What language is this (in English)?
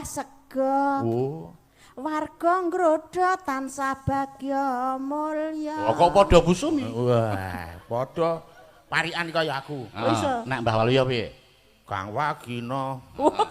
Javanese